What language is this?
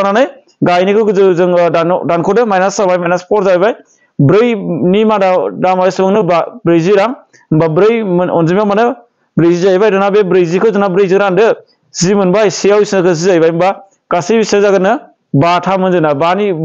Bodo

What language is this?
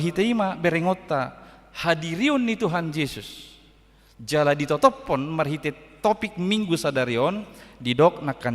Batak Toba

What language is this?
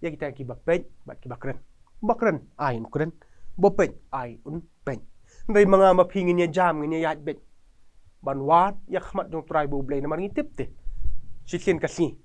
Khasi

